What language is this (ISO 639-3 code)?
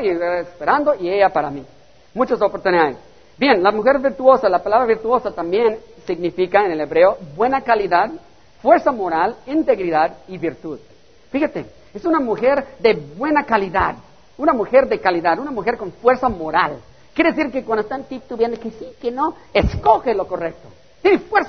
spa